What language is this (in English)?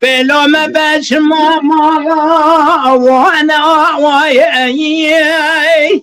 Kurdish